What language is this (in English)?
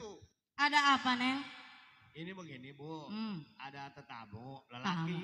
Betawi